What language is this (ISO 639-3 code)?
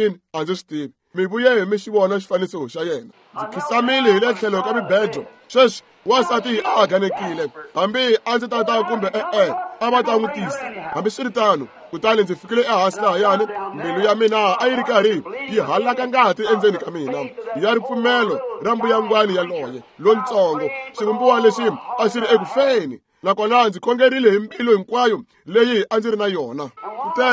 tso